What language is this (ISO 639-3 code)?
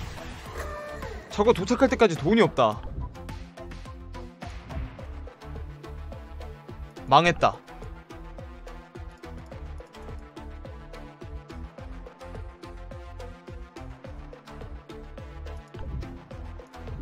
kor